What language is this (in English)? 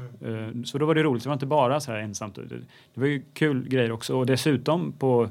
Swedish